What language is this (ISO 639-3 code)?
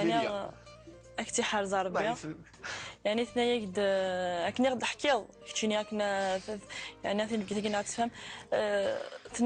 kab